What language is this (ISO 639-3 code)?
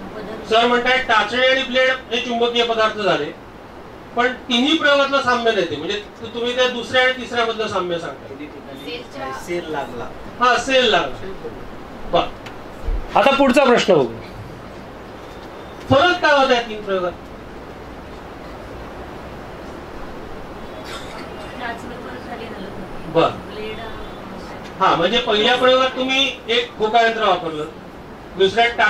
mar